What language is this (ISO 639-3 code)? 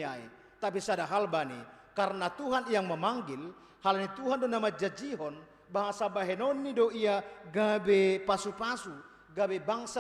bts